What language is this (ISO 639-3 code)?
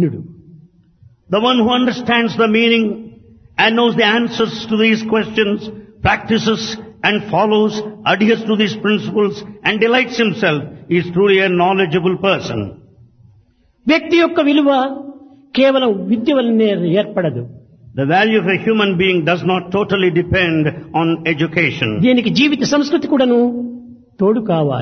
tel